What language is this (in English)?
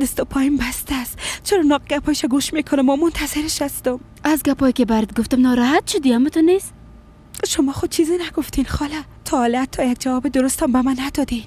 Persian